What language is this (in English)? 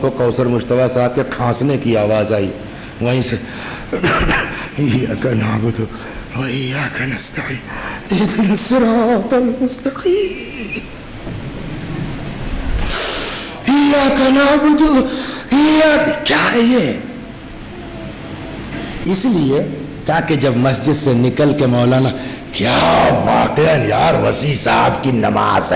Urdu